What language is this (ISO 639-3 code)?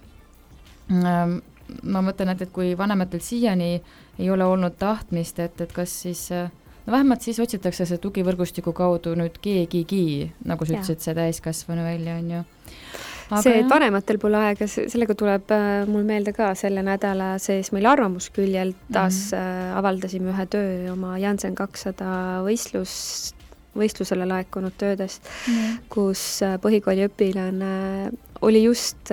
est